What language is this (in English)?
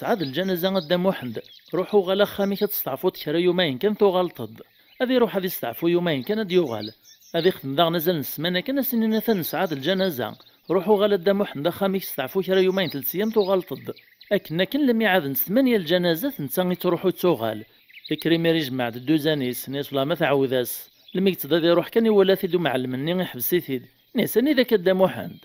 Kabyle